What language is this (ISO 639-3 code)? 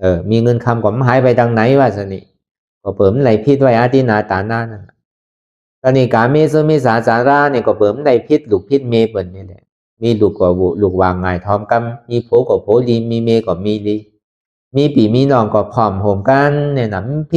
shn